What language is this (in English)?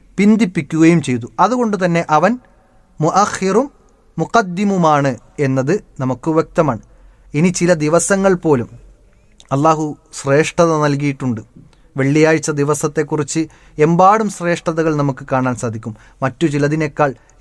Malayalam